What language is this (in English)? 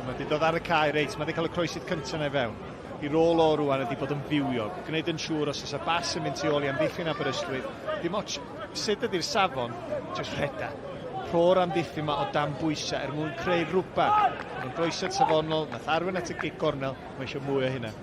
Welsh